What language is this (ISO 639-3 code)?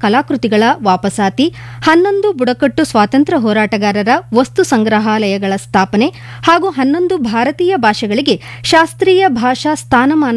kan